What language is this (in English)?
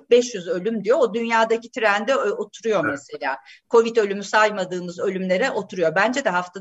Turkish